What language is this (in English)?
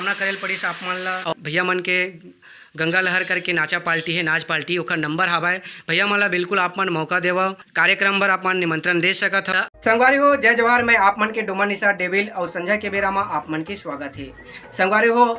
Chhattisgarhi